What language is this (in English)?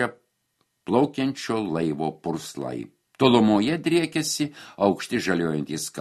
Lithuanian